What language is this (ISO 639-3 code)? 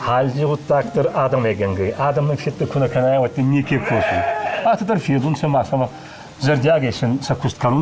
oss